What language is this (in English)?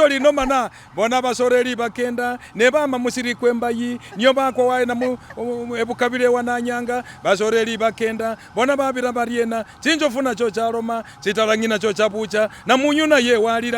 Masaaba